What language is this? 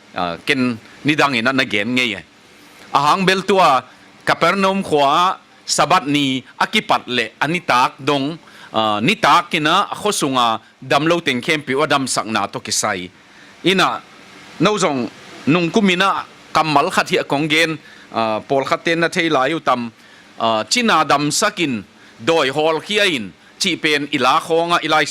Tedim Chin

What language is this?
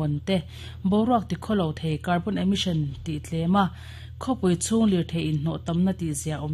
Mizo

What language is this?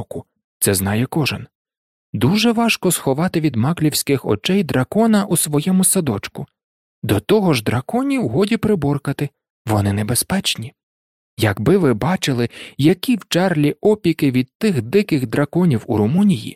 Ukrainian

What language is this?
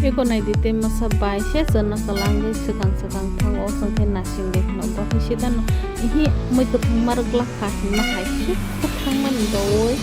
Kok Borok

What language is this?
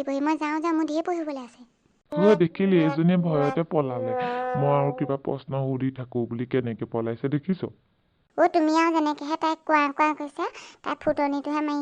Assamese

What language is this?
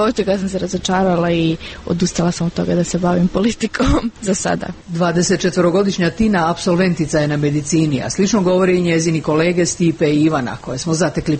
Croatian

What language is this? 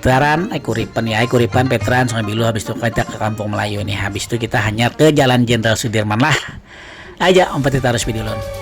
Banjar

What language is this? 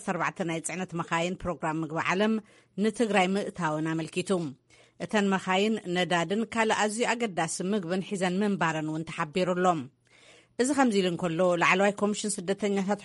Tigrinya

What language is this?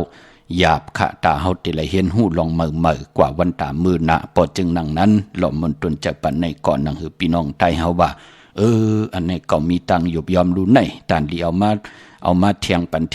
Shan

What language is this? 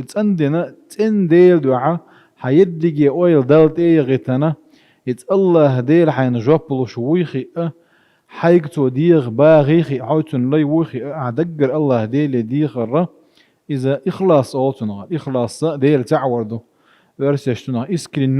Chechen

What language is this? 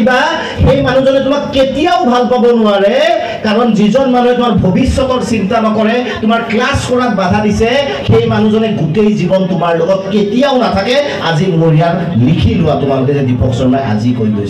Assamese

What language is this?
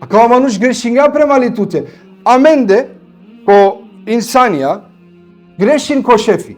Balkan Romani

